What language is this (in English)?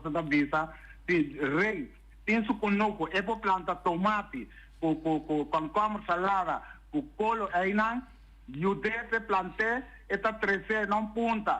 Papiamento